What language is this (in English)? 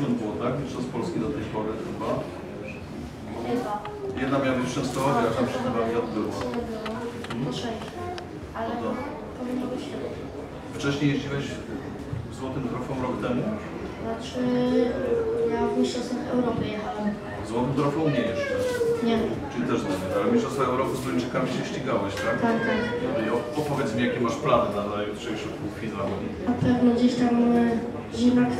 Polish